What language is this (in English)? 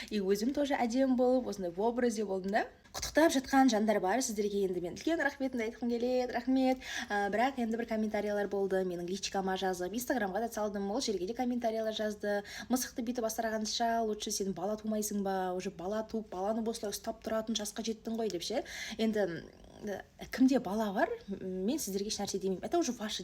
Kazakh